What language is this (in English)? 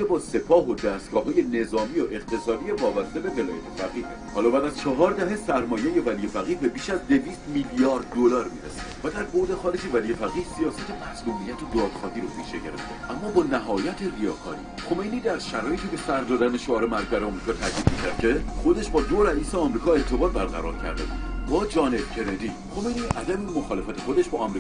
Persian